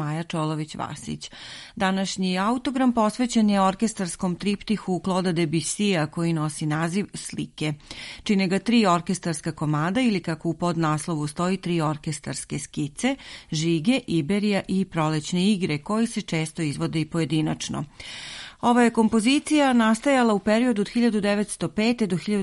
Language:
Serbian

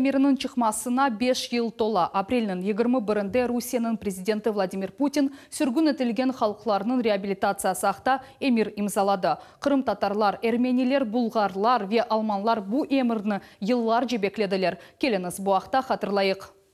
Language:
Crimean Tatar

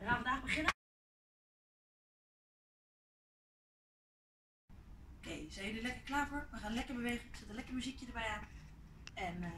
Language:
Dutch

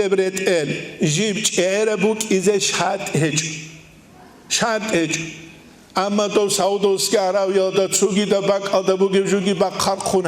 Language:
Avaric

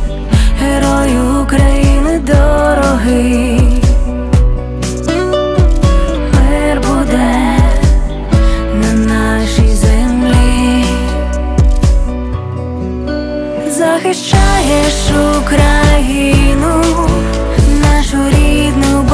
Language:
Ukrainian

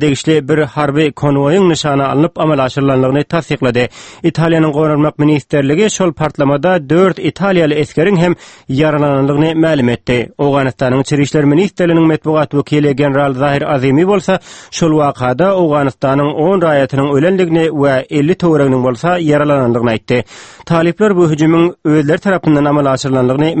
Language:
Turkmen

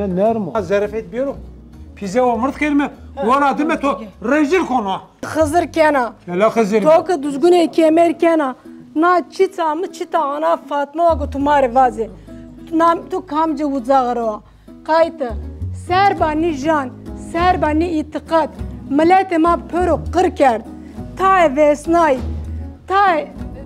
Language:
Zaza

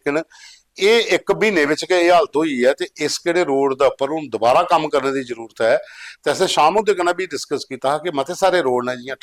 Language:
Dogri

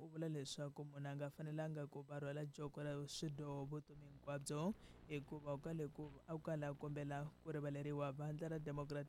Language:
Tsonga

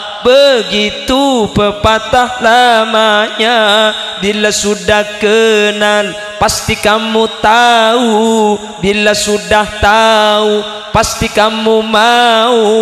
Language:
Madurese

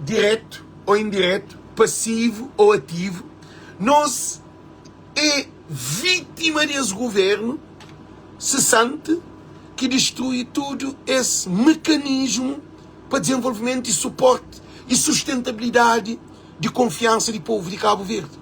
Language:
Kabuverdianu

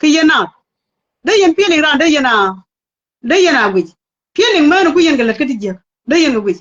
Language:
Nuer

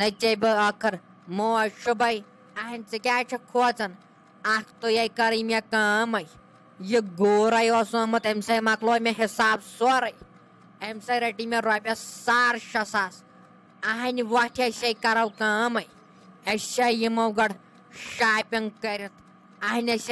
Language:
Kashmiri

